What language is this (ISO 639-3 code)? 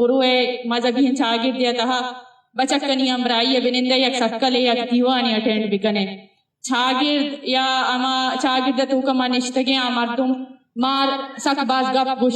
bgp